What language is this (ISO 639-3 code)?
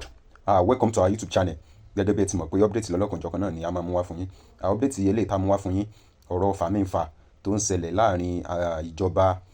yor